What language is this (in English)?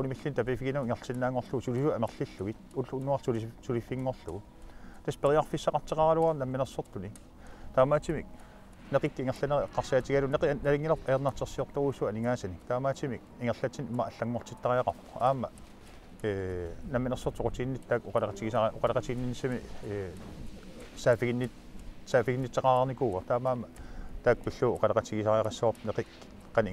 Kalaallisut